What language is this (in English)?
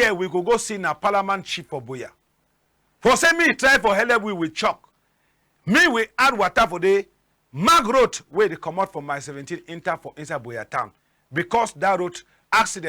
Cameroon Pidgin